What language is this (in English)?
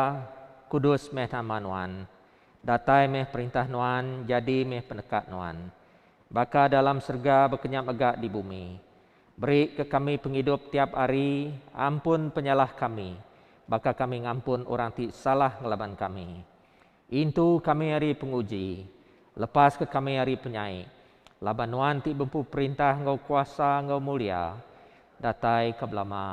Iban